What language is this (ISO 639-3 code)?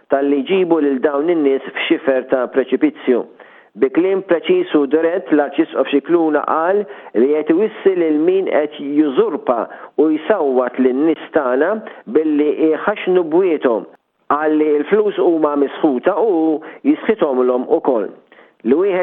mlt